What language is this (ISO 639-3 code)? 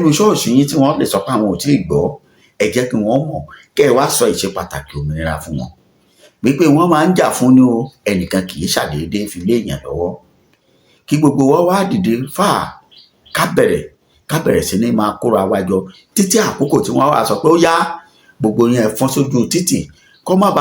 yor